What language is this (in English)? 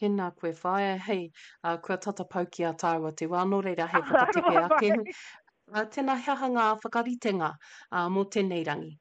Māori